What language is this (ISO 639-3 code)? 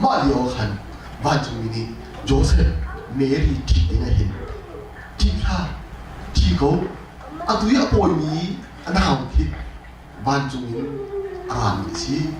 cnh